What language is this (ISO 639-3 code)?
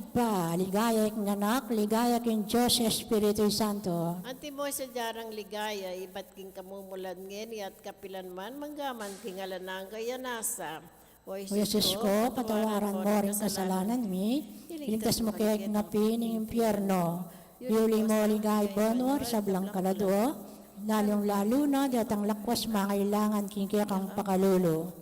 pam